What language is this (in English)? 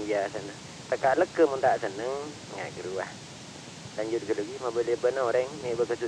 Madurese